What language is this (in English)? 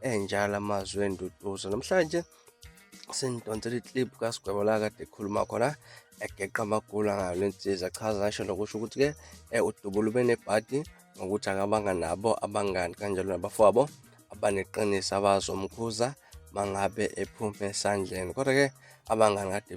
Zulu